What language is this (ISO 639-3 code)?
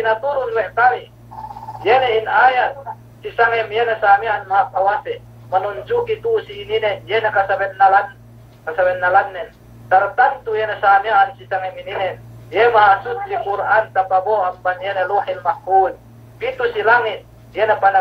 yka